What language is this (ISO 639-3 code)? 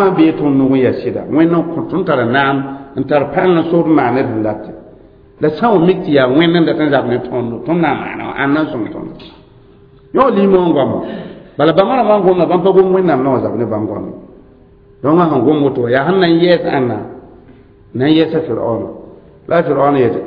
mos